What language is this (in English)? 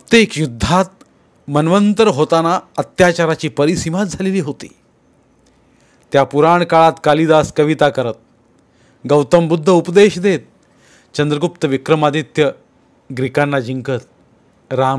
Marathi